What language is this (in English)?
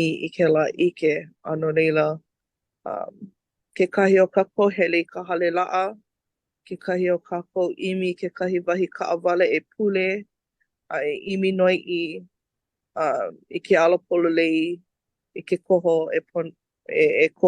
Hawaiian